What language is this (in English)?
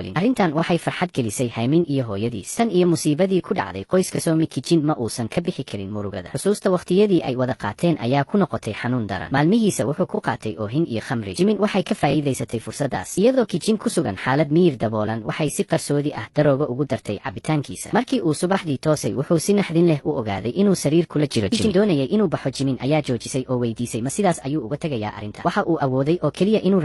Somali